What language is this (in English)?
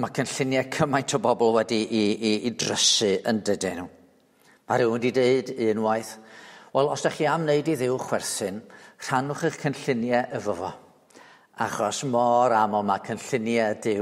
Welsh